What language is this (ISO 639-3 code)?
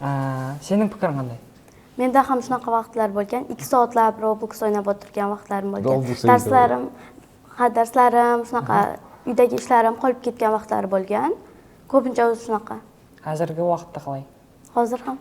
kaa